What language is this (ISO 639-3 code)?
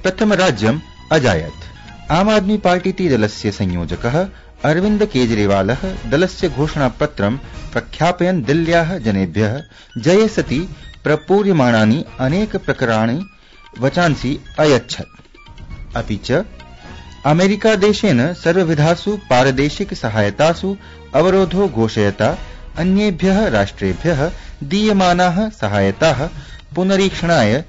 san